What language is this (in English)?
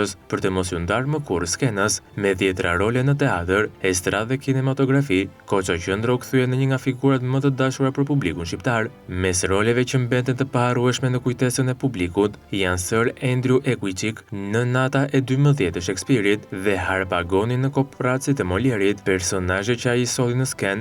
Albanian